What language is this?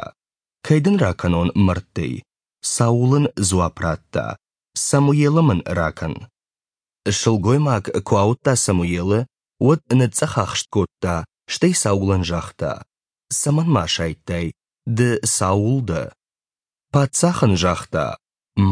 Ossetic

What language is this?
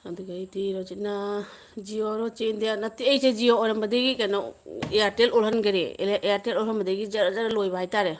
Manipuri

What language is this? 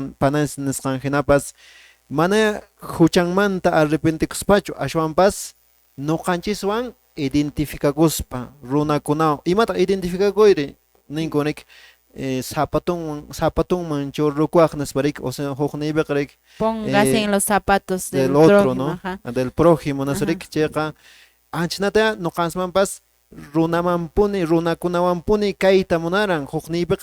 Quechua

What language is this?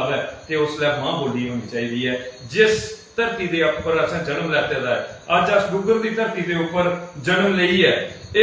Dogri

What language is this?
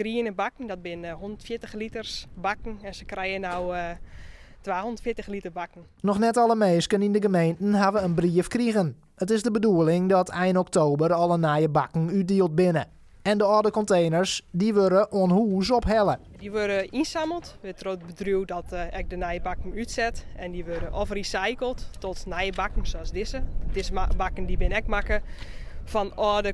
Western Frisian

